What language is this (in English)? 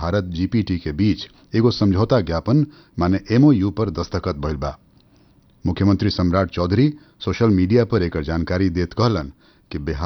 Bhojpuri